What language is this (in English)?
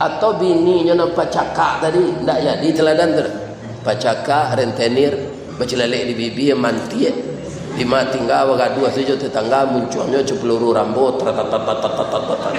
Minangkabau